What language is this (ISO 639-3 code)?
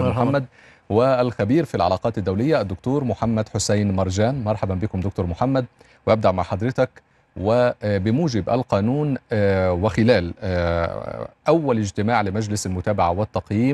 ara